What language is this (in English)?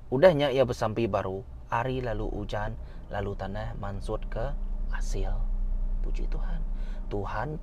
Iban